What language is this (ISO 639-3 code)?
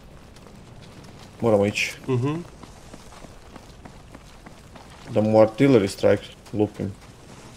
hrv